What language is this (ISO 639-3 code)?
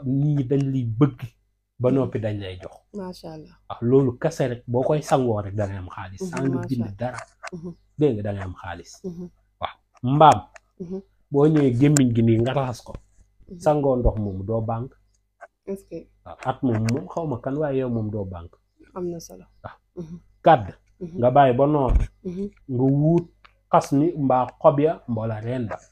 wol